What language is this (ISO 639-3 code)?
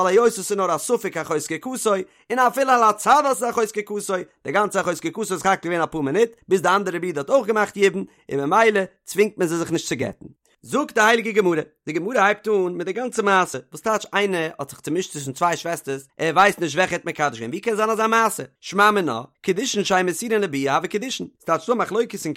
yid